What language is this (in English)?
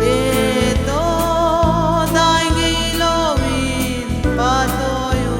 Paite Chin